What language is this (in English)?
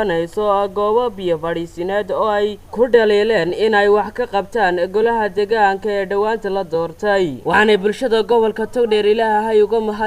Somali